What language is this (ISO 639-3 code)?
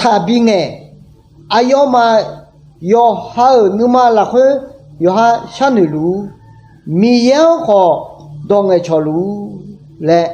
ahk